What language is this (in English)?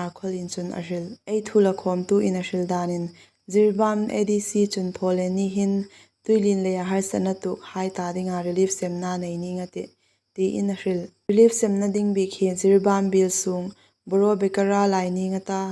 Hmar